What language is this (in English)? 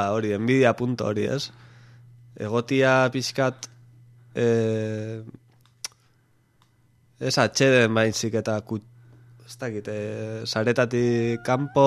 Basque